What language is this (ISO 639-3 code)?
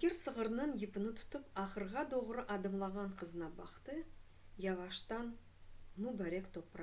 crh